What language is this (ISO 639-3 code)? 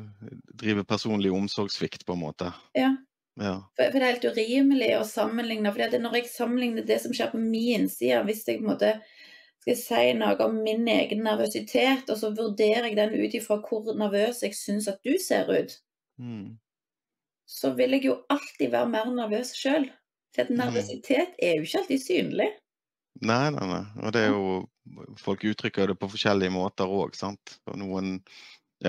nor